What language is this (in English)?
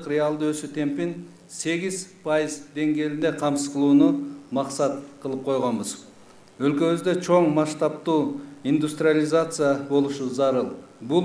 Kyrgyz